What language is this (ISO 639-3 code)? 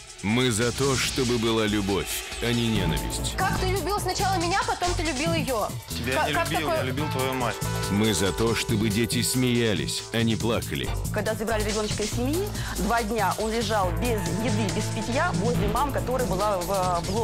rus